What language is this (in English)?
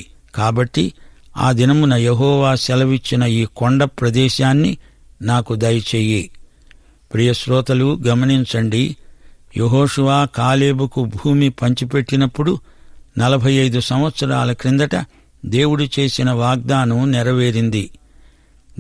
Telugu